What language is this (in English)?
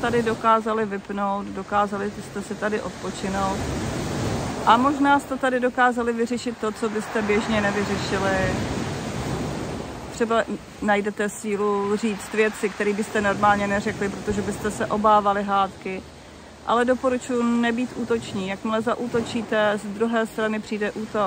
Czech